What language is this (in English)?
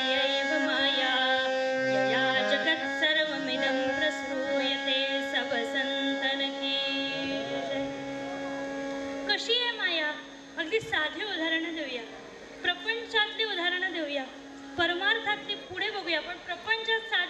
Marathi